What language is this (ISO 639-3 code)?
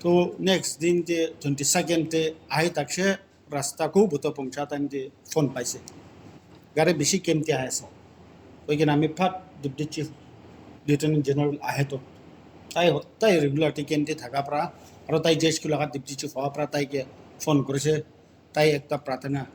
nag